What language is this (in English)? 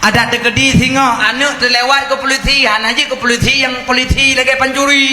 Achinese